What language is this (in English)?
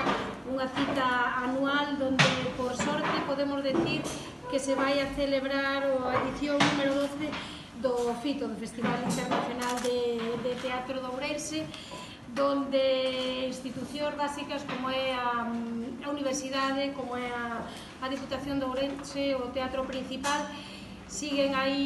Galician